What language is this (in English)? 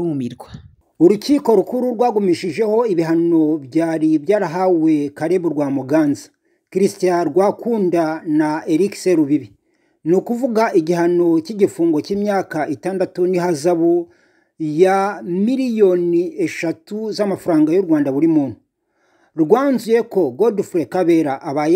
Kinyarwanda